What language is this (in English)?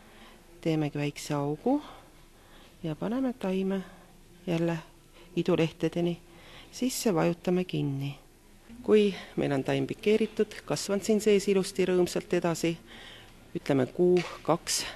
Estonian